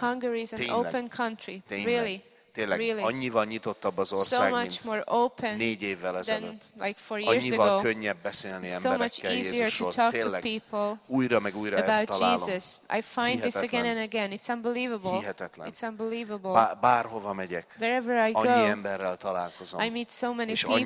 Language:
Hungarian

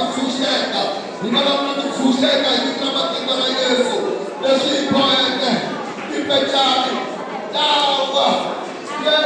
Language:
Tsonga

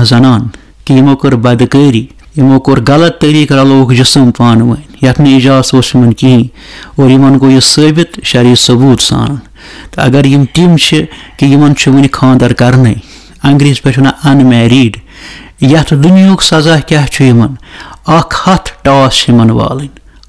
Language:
Kashmiri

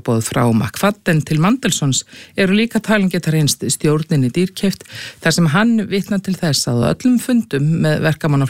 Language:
Icelandic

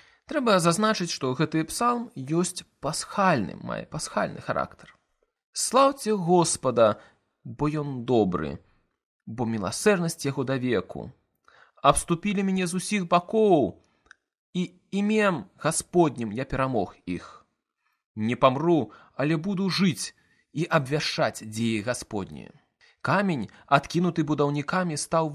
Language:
Belarusian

